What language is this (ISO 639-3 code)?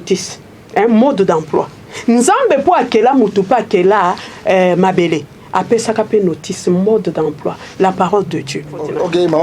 lin